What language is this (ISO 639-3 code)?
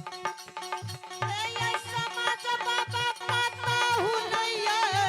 anp